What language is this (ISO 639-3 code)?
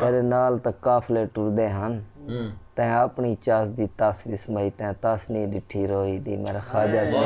skr